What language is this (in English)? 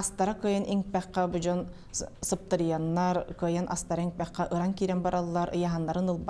Yakut